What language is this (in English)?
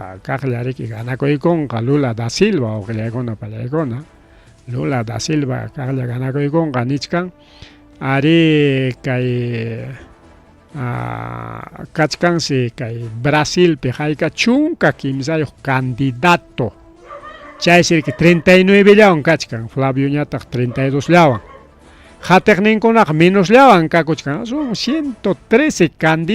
Ayacucho Quechua